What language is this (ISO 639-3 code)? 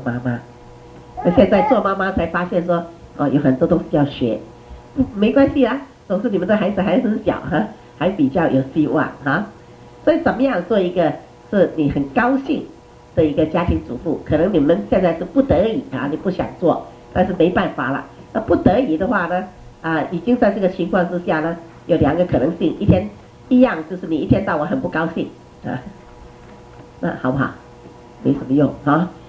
zho